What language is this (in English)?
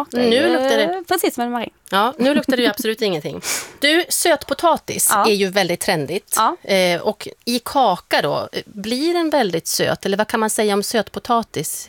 Swedish